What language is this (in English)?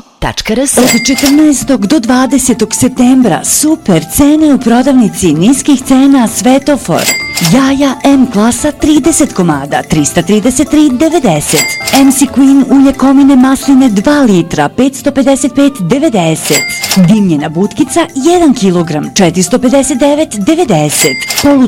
Serbian